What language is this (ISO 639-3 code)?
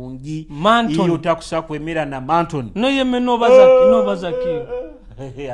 nyo